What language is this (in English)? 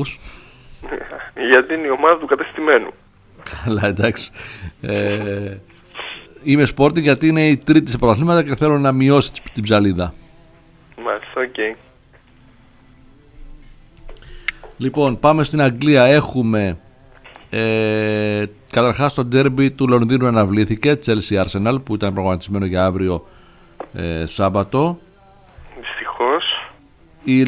Greek